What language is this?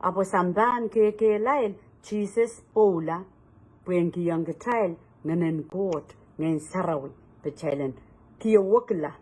Pohnpeian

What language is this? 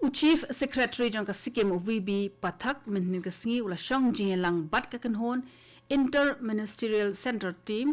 Khasi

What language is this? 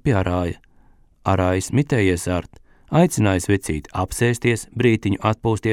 Latvian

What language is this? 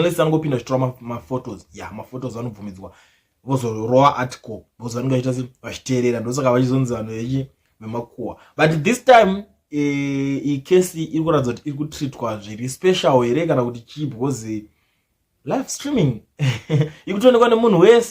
Shona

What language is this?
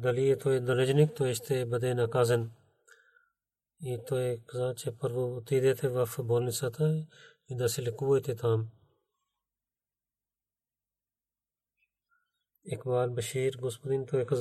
Bulgarian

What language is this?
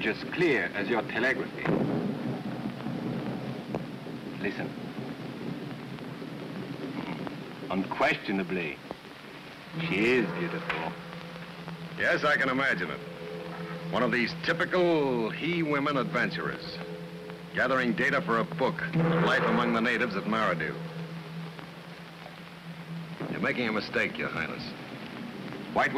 English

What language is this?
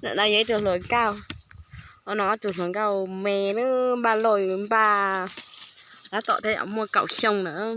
Hmong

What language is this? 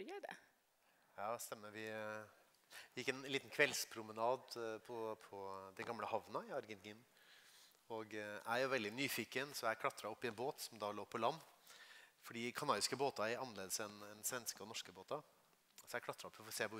Swedish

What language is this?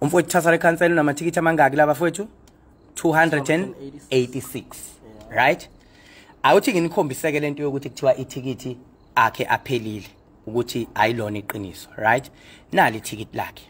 Zulu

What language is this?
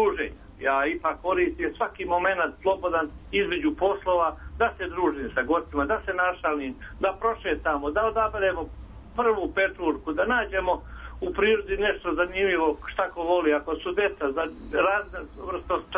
Serbian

